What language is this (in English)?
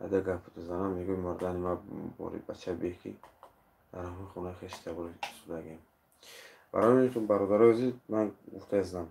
Tajik